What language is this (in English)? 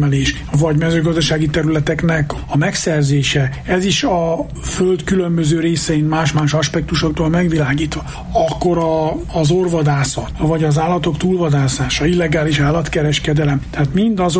Hungarian